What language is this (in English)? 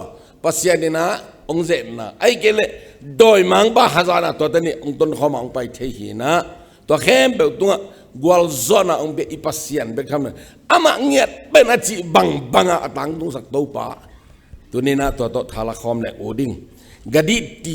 Tedim Chin